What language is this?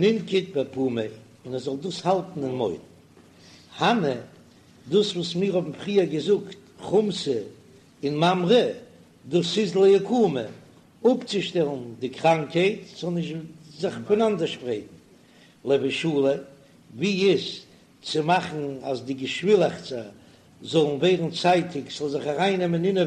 Yiddish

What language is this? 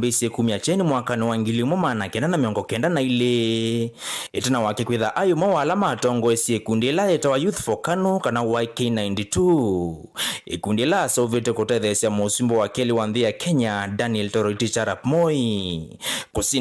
Kamba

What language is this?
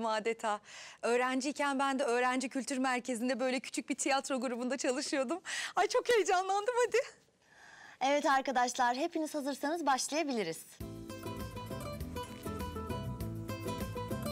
Turkish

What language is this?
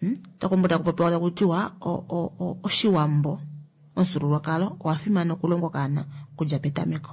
Kuanyama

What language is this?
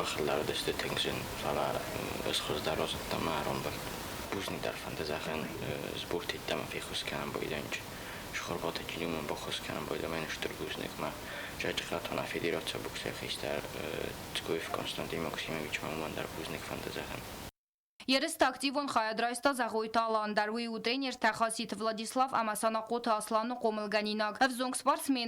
Ossetic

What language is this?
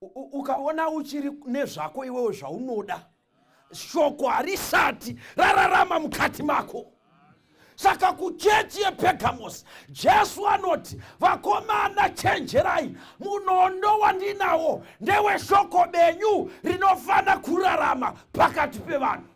Shona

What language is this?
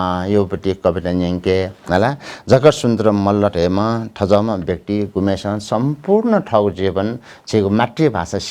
Newari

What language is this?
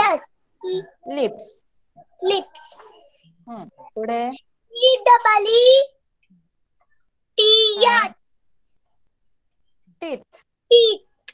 Marathi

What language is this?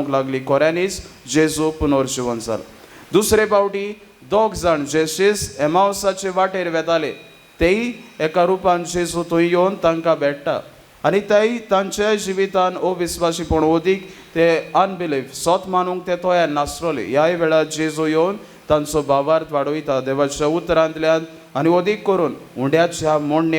Konkani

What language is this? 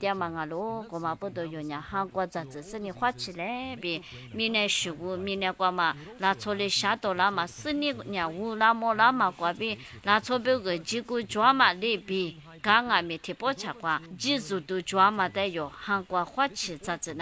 Lisu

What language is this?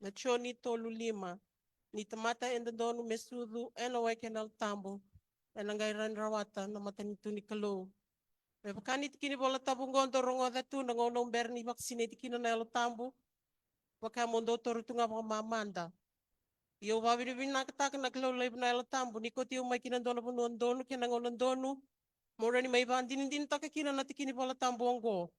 Fijian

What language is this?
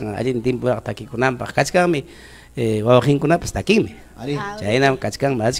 Ayacucho Quechua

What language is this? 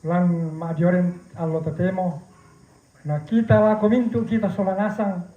Toraja-Sa'dan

